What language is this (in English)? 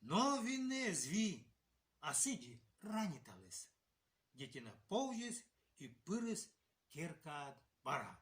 Komi